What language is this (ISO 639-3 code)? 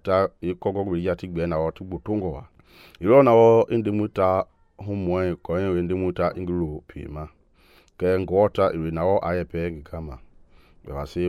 men